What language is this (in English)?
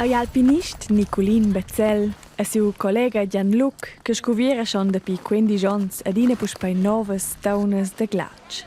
Romansh